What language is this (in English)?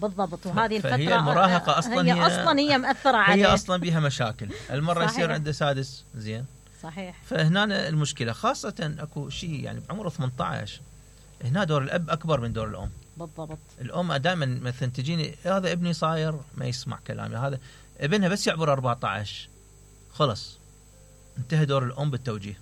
Mesopotamian Arabic